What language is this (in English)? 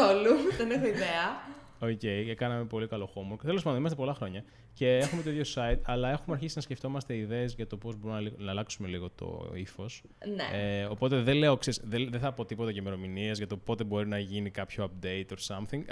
Greek